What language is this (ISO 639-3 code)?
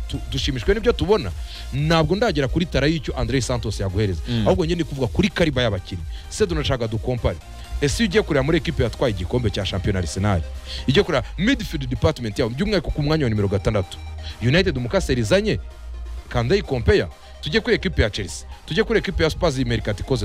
kin